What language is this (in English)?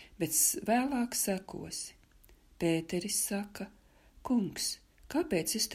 Latvian